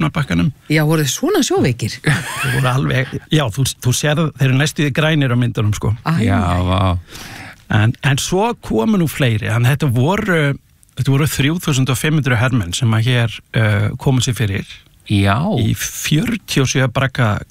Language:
Icelandic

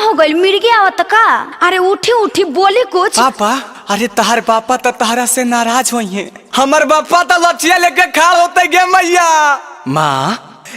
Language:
Magahi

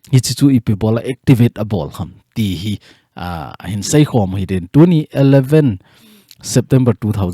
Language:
Thado Chin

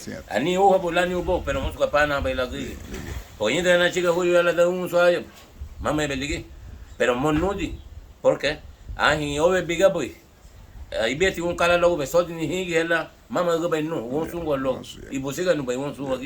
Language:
Garifuna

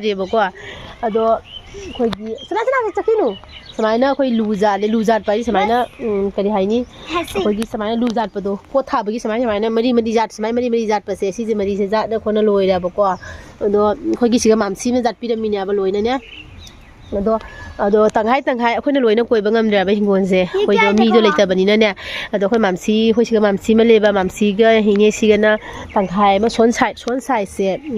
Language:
Manipuri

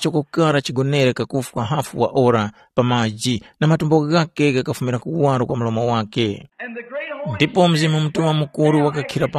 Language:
Tumbuka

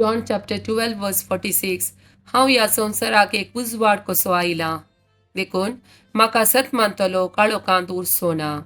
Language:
Konkani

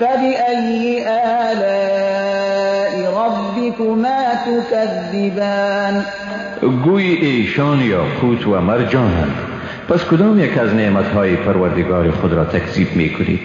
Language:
Persian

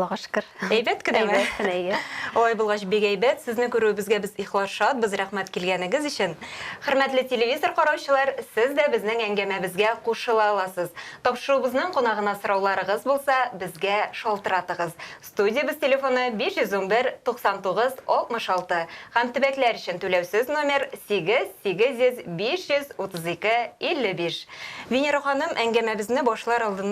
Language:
Tatar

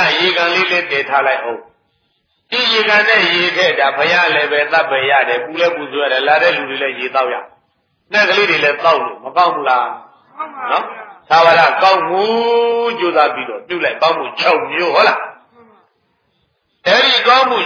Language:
Burmese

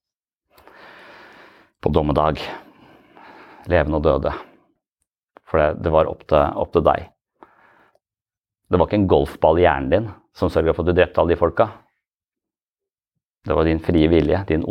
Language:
Norwegian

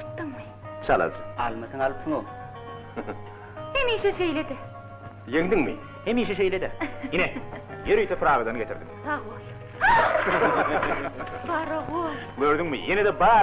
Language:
Turkmen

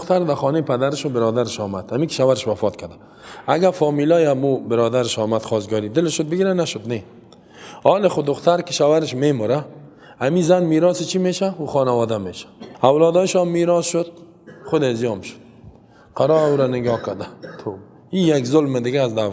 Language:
Persian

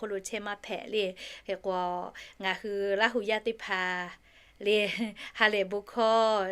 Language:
Lahu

